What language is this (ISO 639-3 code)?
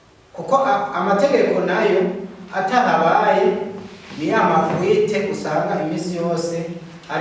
run